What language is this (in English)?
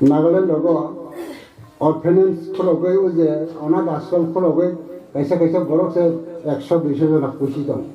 Kok Borok